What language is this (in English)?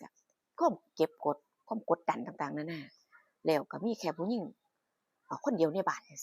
Northeastern Thai